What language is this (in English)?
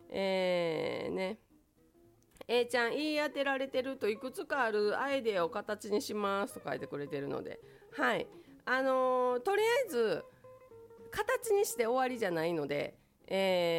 Japanese